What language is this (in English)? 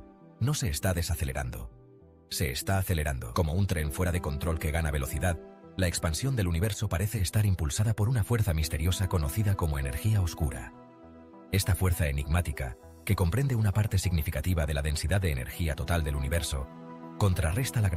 Spanish